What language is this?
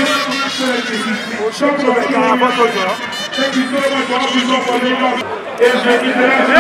English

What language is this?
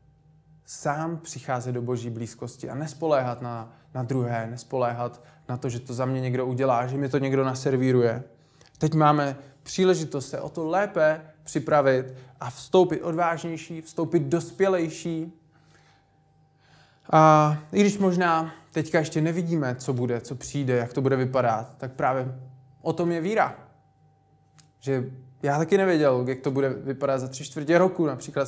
Czech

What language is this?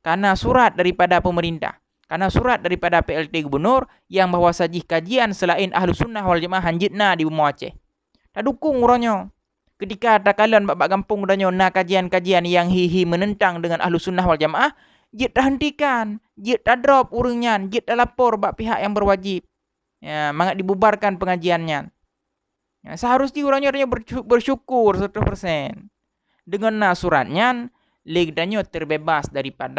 Achinese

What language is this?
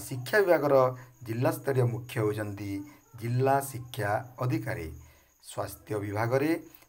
Odia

